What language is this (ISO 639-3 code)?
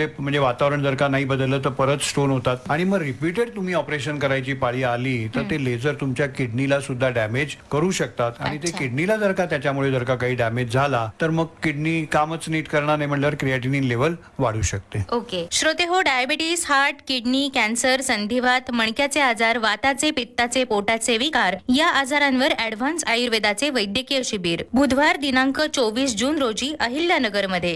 mar